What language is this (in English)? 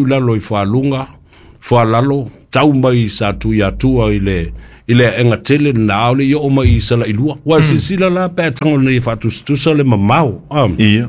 Samoan